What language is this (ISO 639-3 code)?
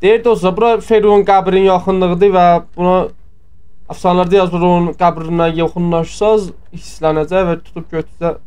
azb